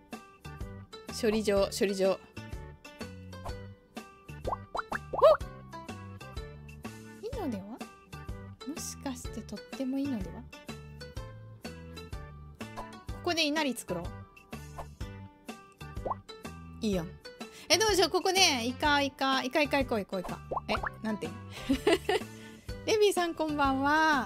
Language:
Japanese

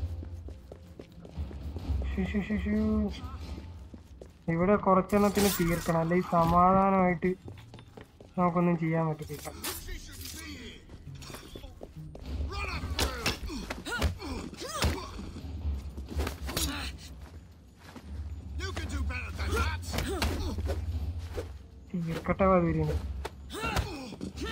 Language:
Malayalam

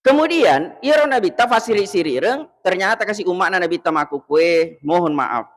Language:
Buginese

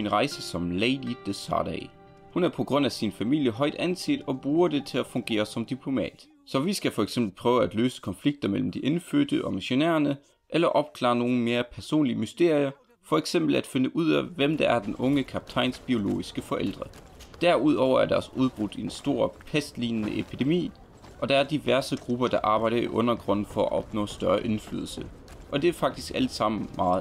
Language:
Danish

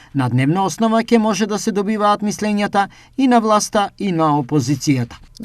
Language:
Macedonian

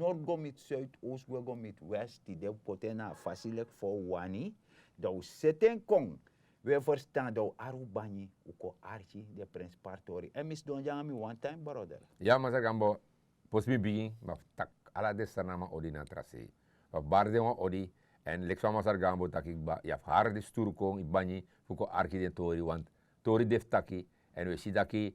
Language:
Sranan Tongo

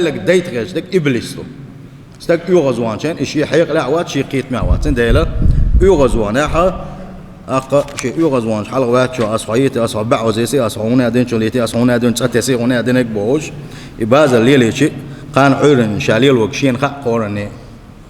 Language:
Chechen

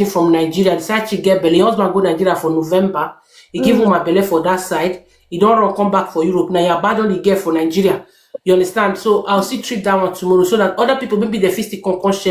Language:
Nigerian Pidgin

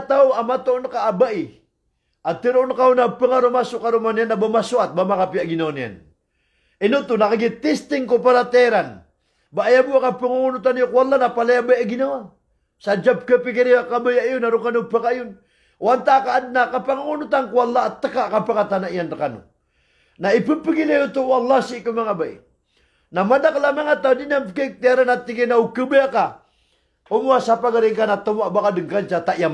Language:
Maranao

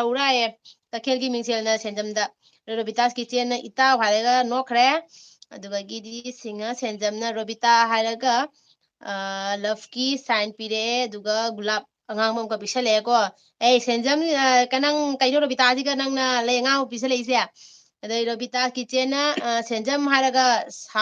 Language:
Manipuri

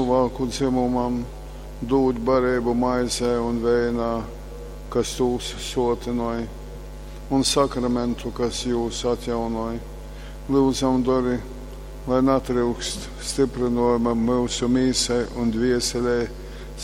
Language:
Latgalian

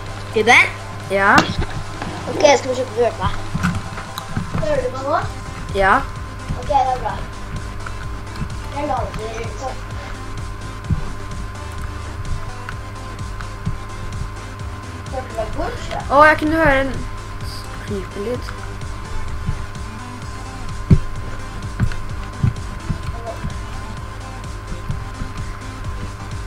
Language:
Norwegian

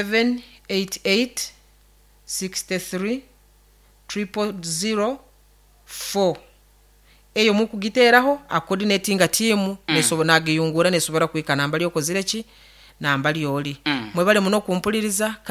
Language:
Nyankole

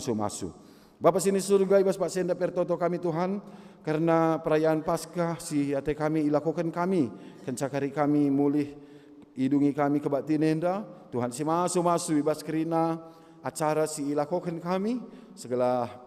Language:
Batak Karo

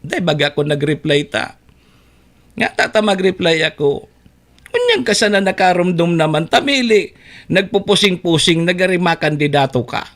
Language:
Bikol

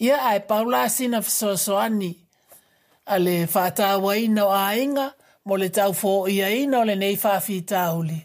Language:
Samoan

